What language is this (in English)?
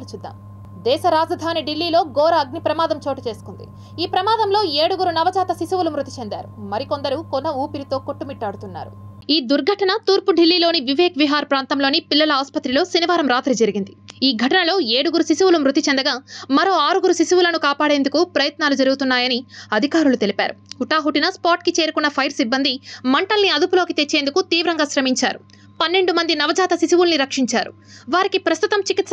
Telugu